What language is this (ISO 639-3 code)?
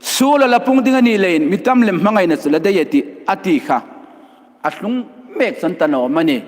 hmr